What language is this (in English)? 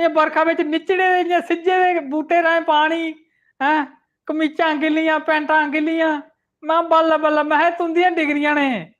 Dogri